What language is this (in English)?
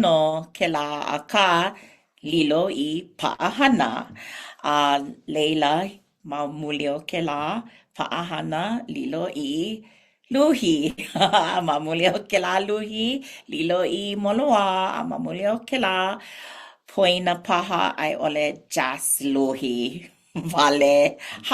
Hawaiian